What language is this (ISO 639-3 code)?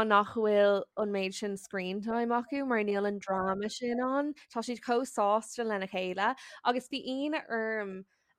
gle